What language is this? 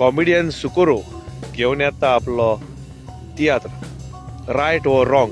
Konkani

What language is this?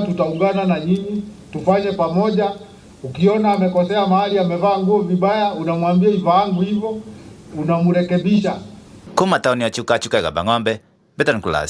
Meru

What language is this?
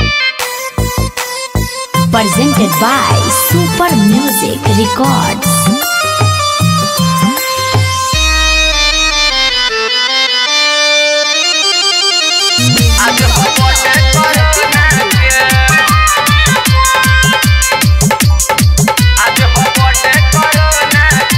Bhojpuri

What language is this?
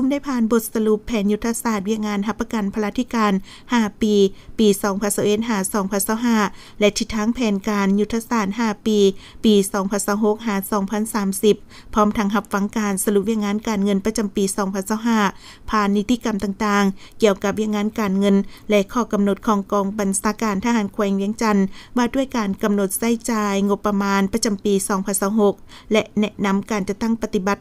Lao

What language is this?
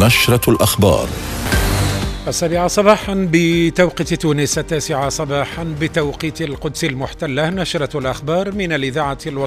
Arabic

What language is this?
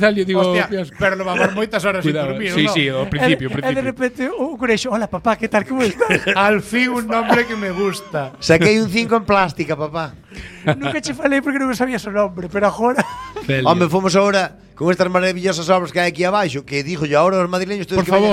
Galician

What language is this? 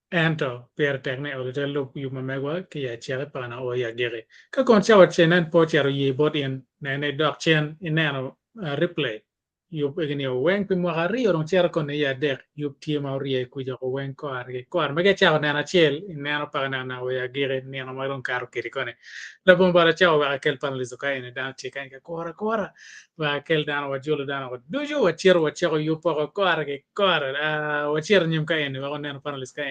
Acoli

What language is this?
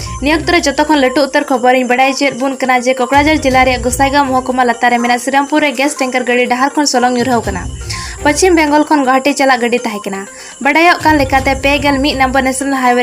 Santali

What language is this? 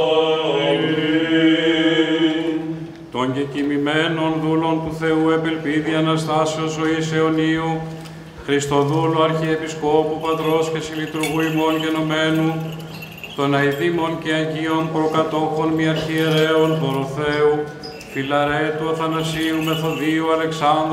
Greek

